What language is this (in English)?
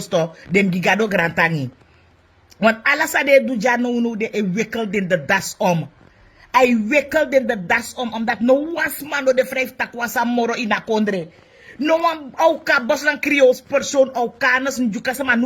Sranan Tongo